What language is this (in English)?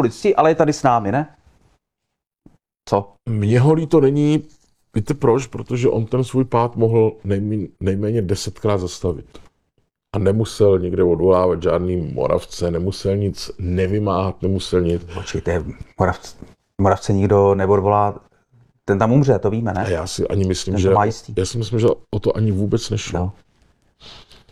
Czech